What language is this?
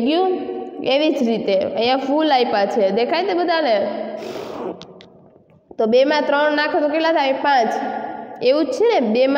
Gujarati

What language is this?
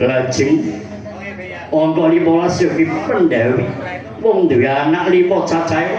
Javanese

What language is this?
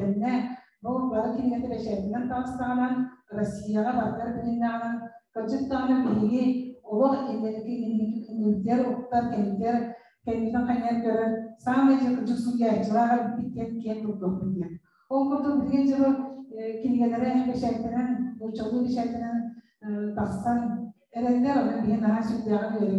Yakut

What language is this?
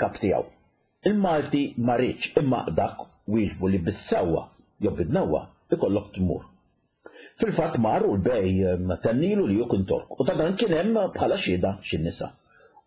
Maltese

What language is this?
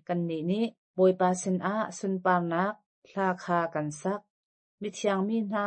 Hakha Chin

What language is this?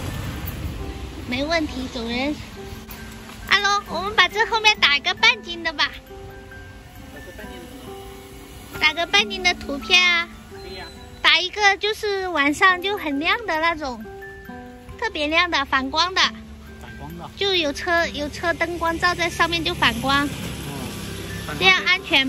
Chinese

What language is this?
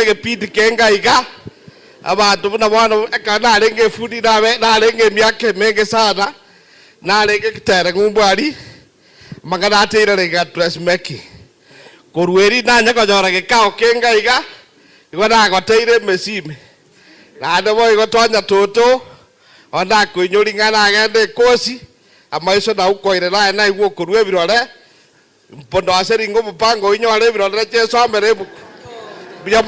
Gusii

